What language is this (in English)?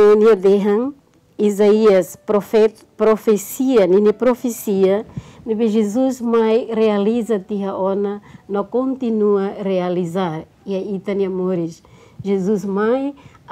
Tetum